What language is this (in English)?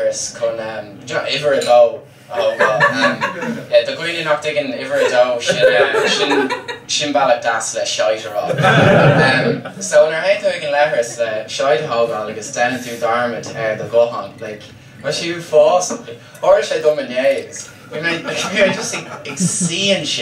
Irish